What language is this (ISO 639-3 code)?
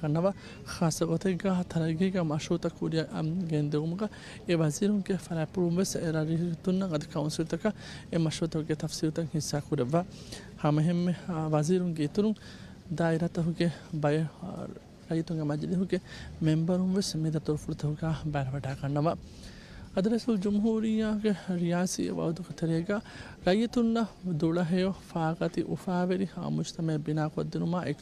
div